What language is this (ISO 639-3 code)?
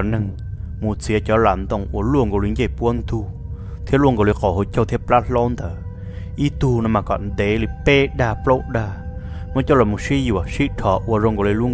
vie